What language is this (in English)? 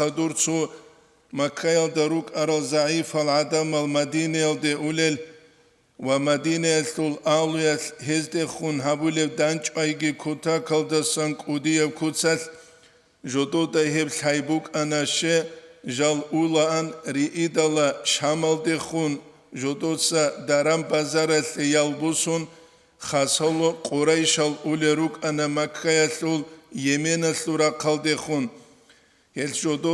Avaric